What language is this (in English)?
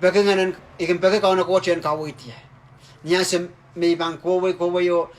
Pohnpeian